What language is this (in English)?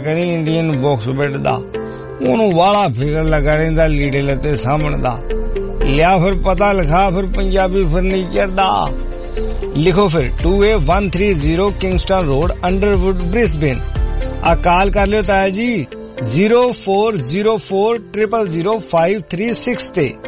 Punjabi